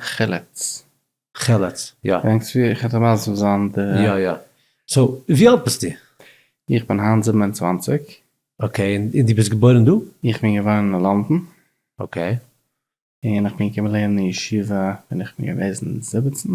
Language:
Yiddish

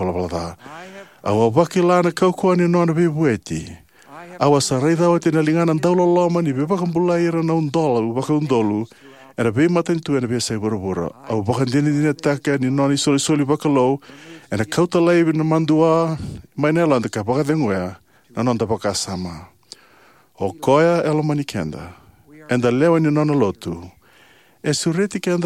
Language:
Fijian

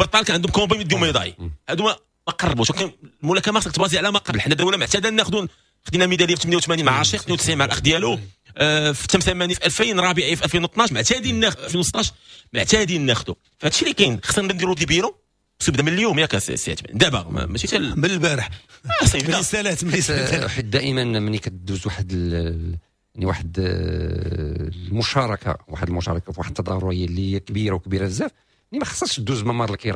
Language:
Moroccan Arabic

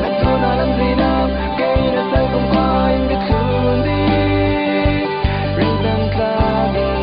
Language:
Falam Chin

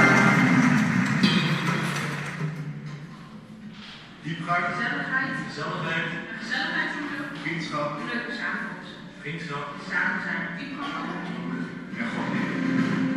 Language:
Dutch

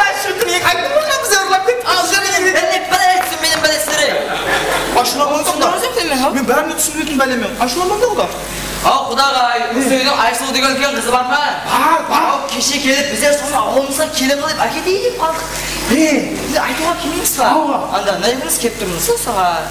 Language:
Kara-Kalpak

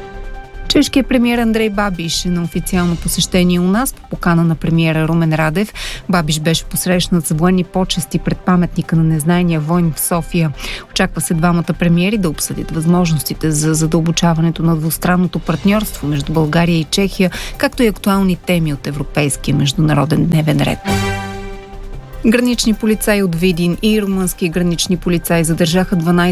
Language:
Bulgarian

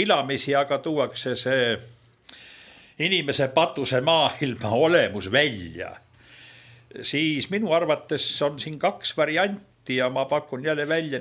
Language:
Estonian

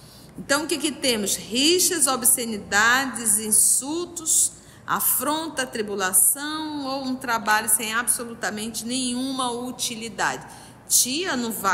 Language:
Portuguese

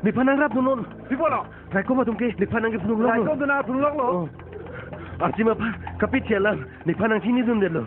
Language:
Karbi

